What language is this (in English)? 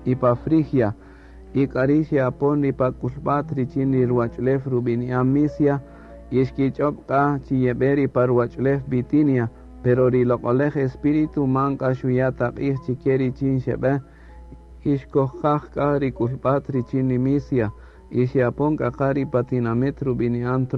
Kaqchikel